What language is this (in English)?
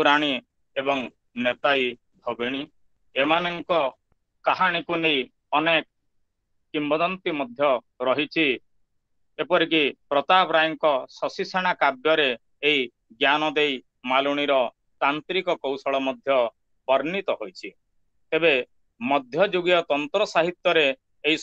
Odia